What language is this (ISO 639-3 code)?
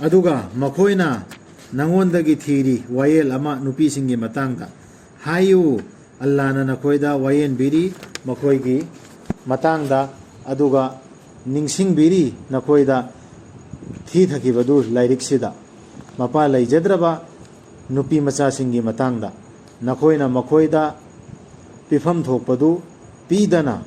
mni